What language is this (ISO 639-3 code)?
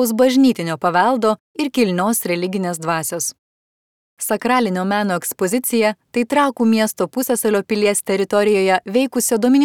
lit